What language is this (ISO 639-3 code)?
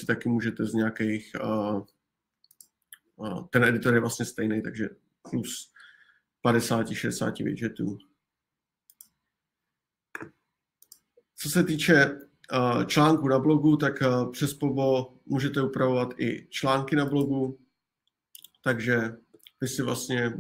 ces